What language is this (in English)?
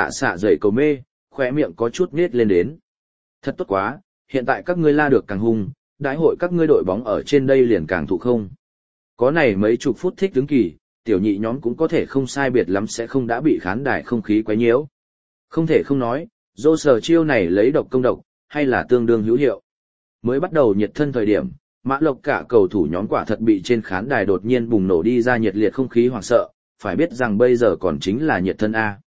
Vietnamese